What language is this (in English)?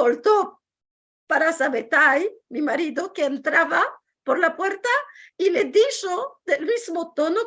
Ladino